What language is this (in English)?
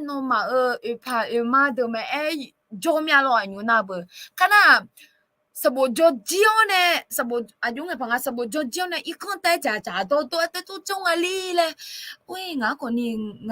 Akha